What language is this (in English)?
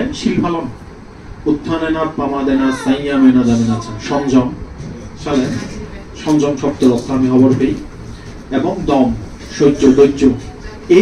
Chakma